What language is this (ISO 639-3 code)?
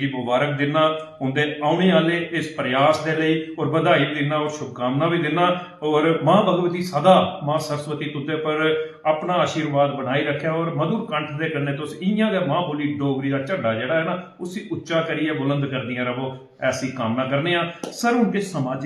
doi